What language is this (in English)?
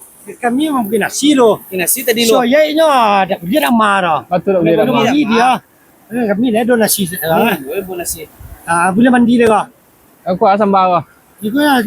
Minangkabau